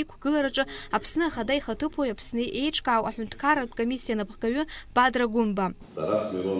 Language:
Abkhazian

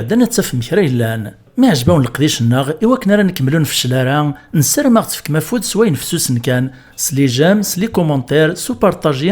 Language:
Kabyle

